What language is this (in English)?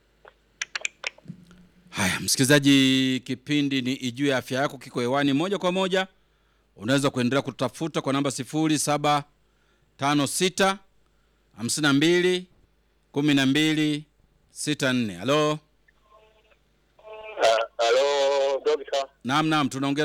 Swahili